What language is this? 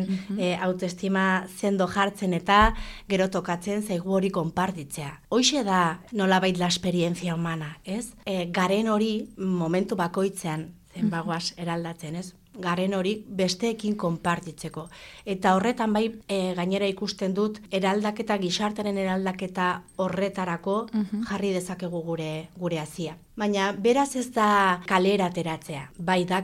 Basque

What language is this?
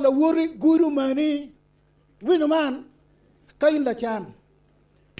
Acoli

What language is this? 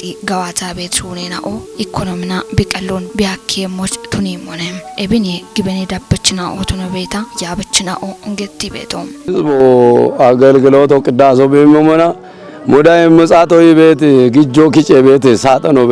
Kafa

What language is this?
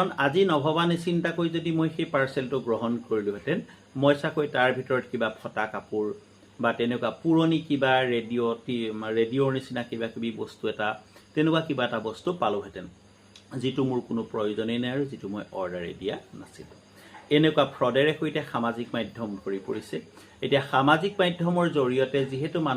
Assamese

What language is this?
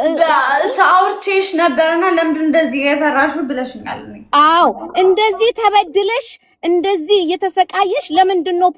Amharic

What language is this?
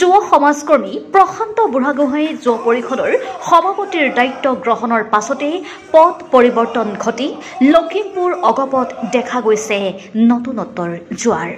Assamese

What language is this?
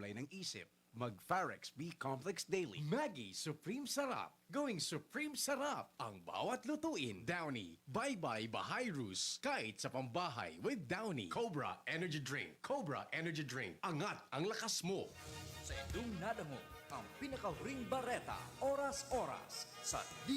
Bikol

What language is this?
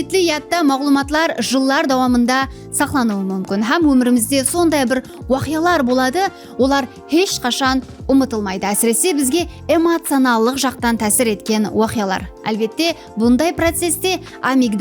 Kara-Kalpak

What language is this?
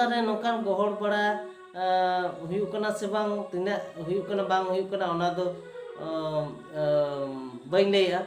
Santali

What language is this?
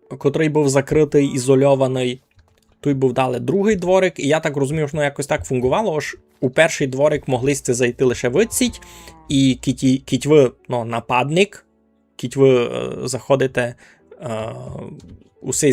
Rusyn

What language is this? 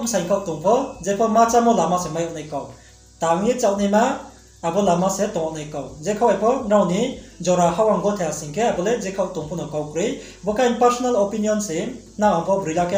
Riang (India)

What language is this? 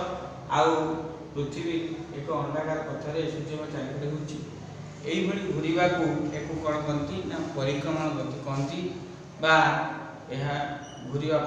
Odia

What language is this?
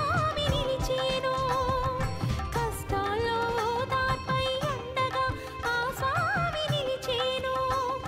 Telugu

